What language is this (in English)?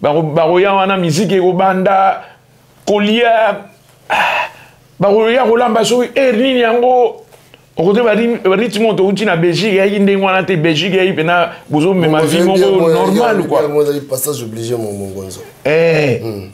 Lingala